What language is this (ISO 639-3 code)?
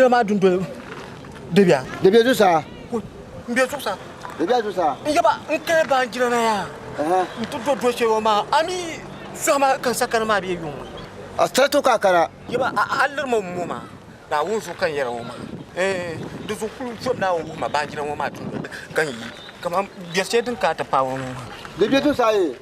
dag